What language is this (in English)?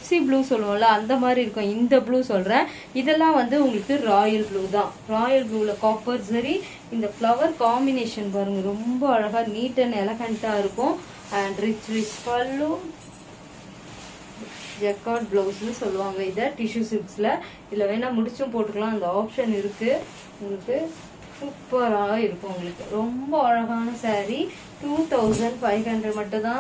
Tamil